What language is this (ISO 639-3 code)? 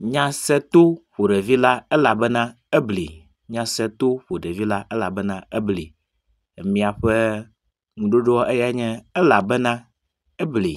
ewe